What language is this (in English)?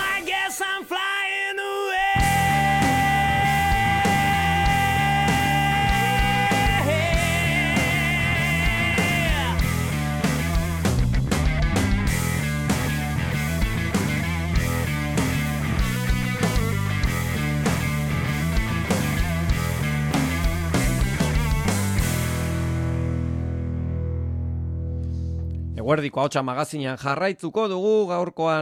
Basque